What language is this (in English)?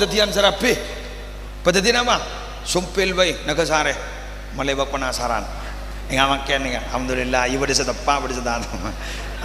Madurese